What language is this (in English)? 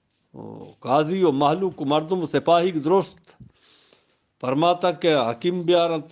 Eastern Balochi